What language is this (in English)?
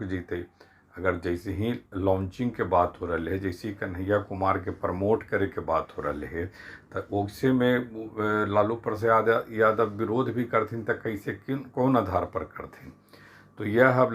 Magahi